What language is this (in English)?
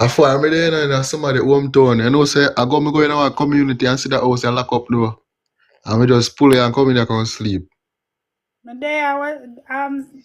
Jamaican Creole English